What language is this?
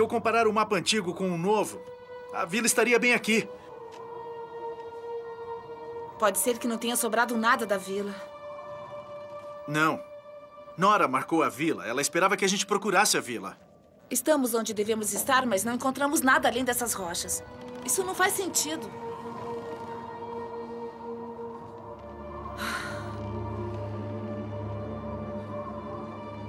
Portuguese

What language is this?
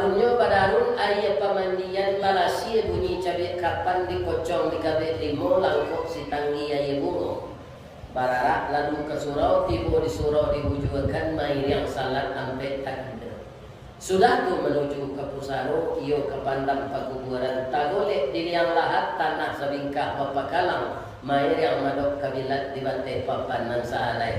Minangkabau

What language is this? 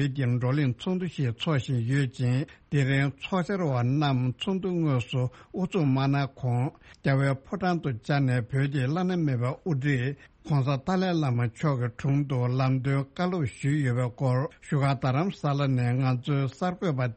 Tibetan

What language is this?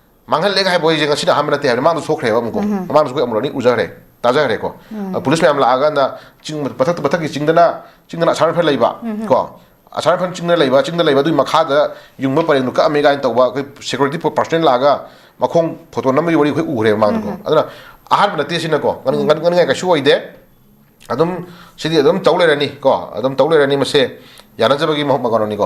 Manipuri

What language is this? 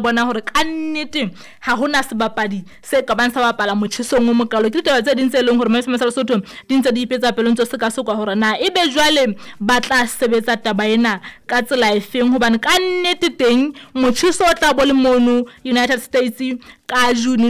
Southern Sotho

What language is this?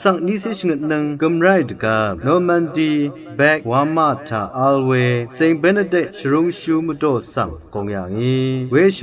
Rawang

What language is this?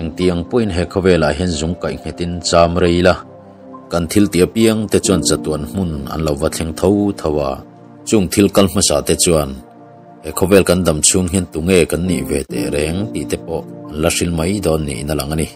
Mizo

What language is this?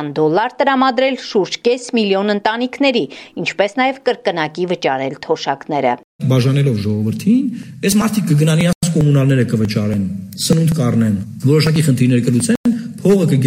Armenian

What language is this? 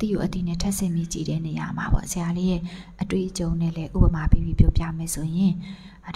Burmese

